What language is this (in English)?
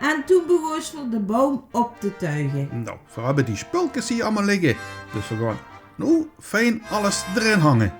Limburgish